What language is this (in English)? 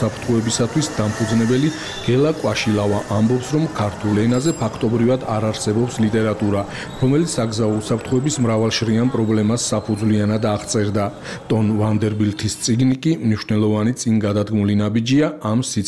Georgian